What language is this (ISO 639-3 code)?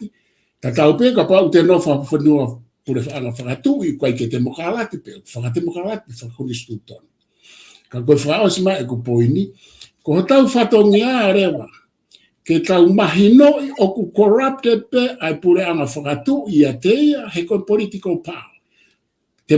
ton